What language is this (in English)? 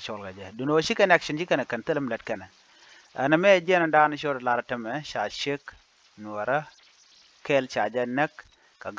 Nuer